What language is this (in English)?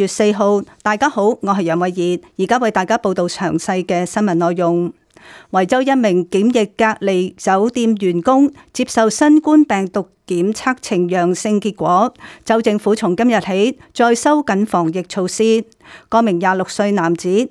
Cantonese